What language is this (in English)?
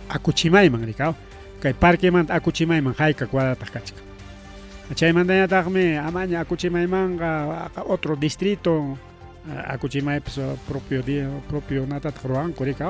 Ayacucho Quechua